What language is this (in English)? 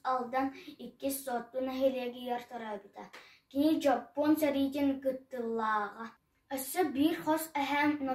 Yakut